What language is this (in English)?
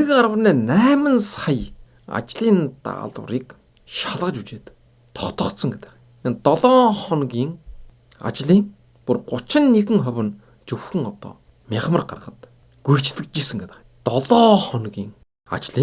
Mongolian